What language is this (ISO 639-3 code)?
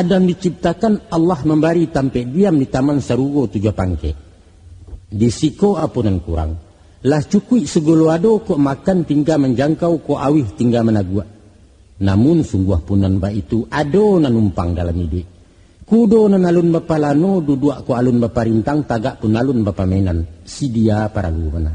min